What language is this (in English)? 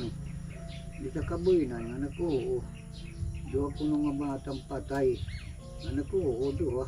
Waray